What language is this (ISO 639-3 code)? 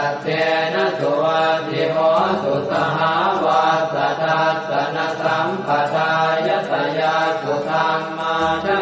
pli